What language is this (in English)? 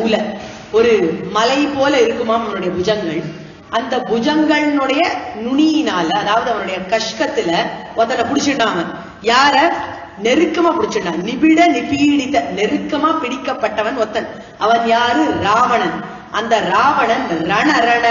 Tamil